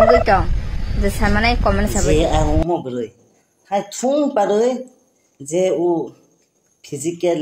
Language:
Kok Borok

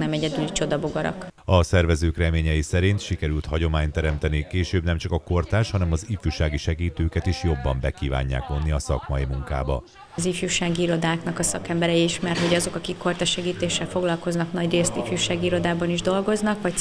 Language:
Hungarian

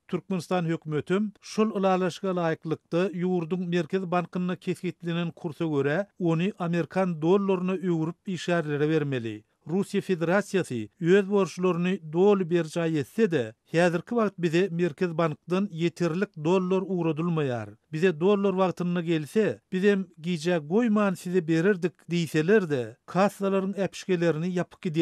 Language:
Turkmen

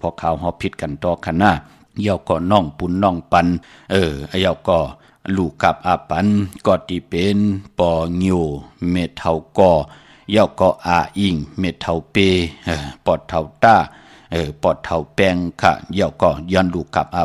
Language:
Shan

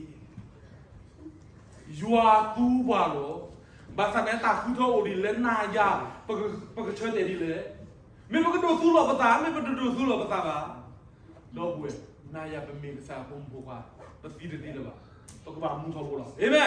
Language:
S'gaw Karen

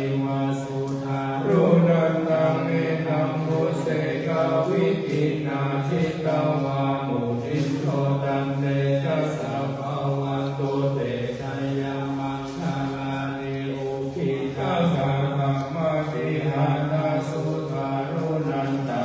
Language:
Pali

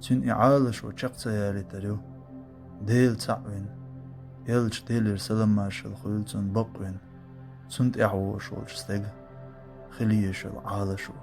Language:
Chechen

